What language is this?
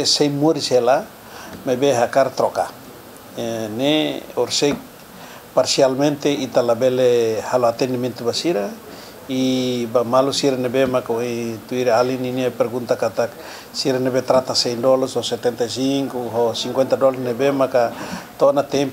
Tetum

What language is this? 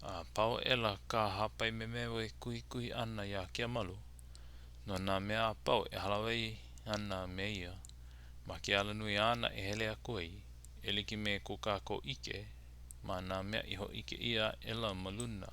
Hawaiian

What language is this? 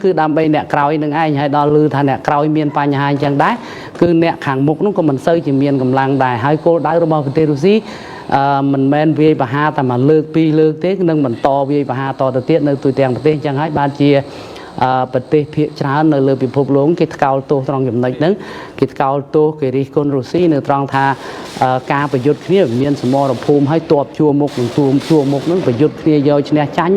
Khmer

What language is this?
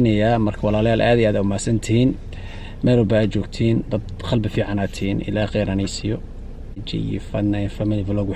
Somali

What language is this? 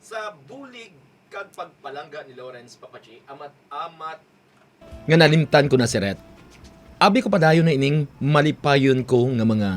Hiligaynon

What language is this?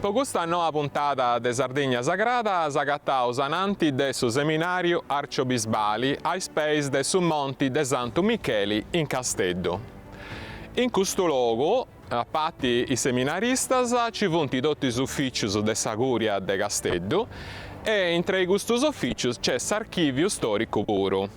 Sardinian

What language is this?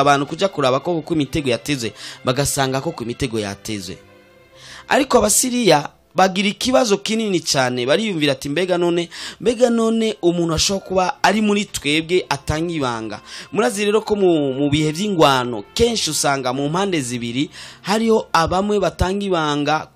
Rundi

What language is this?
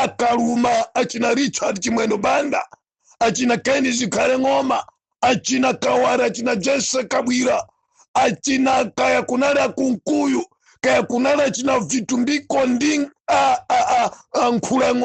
Nyanja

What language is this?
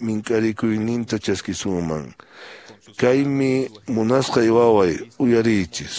Quechua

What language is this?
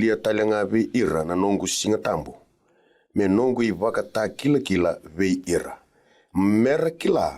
Fijian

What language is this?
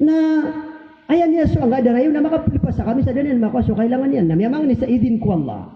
Maranao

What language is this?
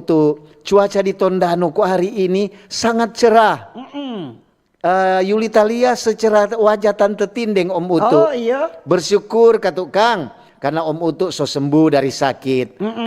Manado Malay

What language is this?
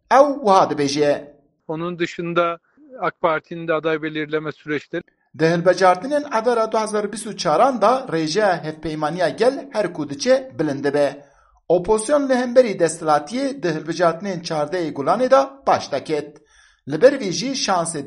Kurdish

